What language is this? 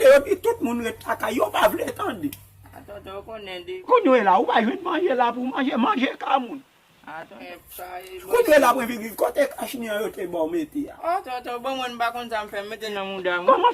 Haitian Creole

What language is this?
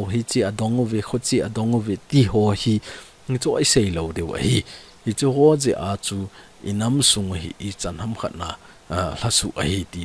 Thado Chin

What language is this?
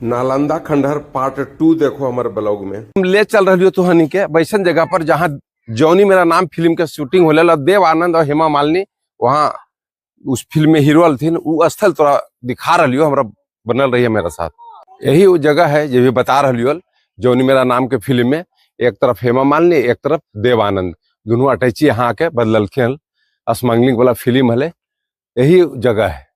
Magahi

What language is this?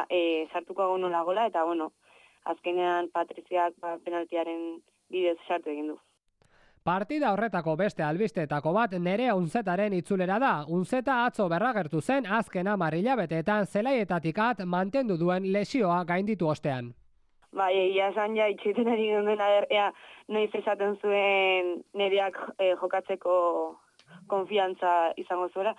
Basque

